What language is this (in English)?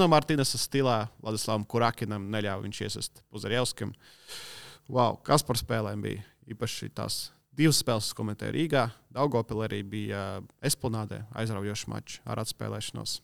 Latvian